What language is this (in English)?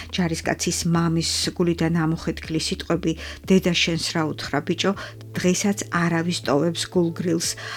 Georgian